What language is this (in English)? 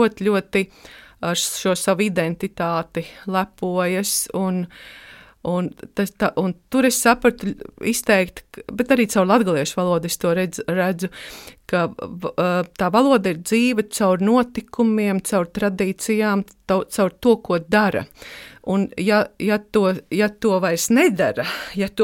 Latvian